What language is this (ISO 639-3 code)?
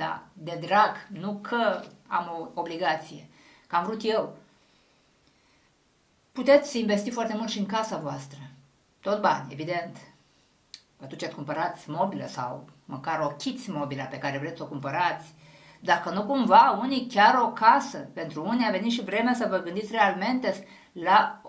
ron